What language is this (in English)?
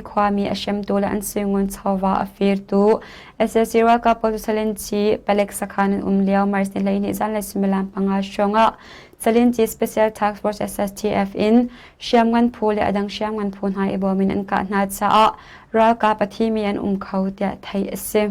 Hakha Chin